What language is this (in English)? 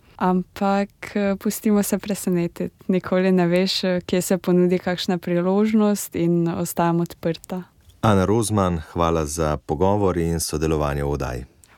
Slovenian